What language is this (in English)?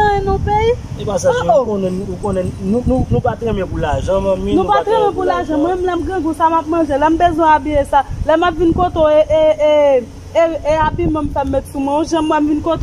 Haitian Creole